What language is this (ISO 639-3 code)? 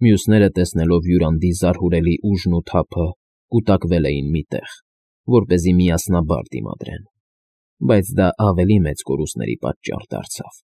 hye